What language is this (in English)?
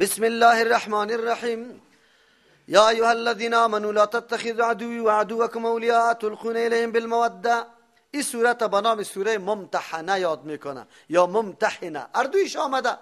Persian